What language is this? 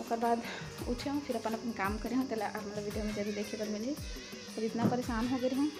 Chhattisgarhi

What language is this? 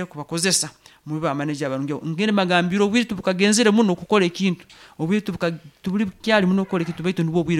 Nyankole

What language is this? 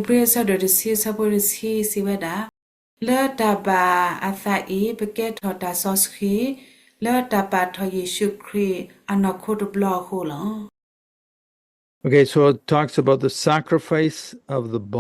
S'gaw Karen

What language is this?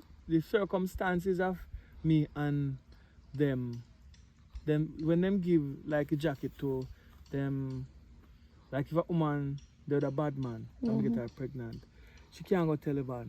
Jamaican Creole English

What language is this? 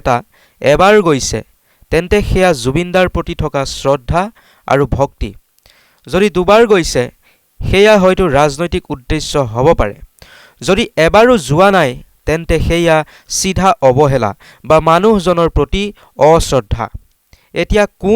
Assamese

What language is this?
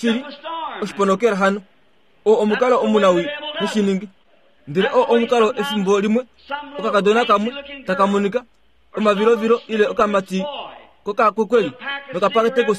Kuanyama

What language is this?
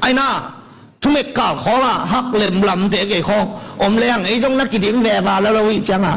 Tedim Chin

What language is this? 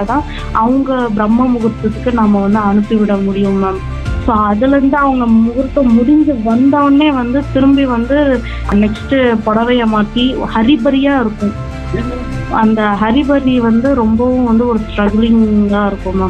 Tamil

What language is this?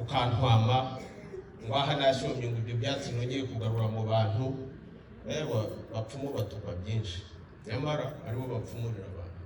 Kinyarwanda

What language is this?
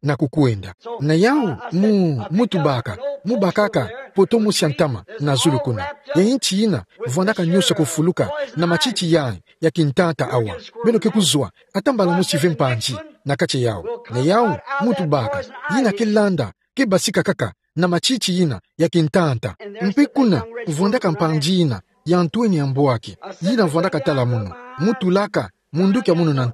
Kituba (Democratic Republic of Congo)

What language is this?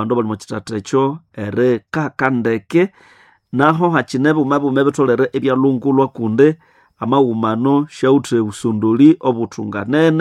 Nande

